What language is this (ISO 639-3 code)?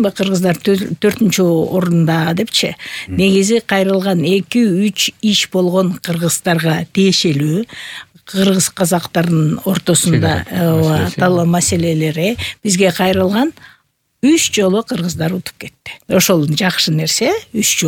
kir